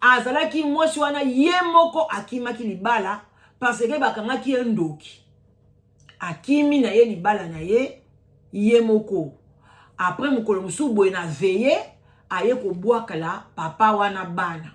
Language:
Lingala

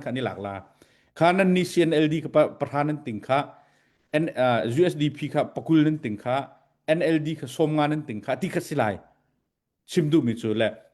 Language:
Hakha Chin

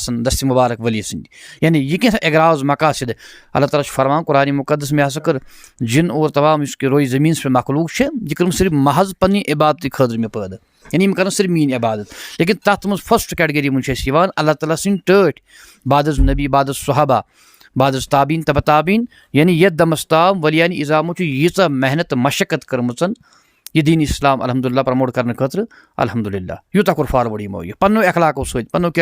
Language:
Kashmiri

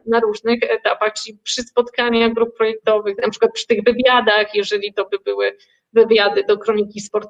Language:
Polish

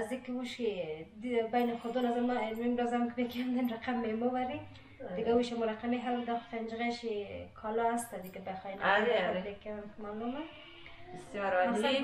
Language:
Persian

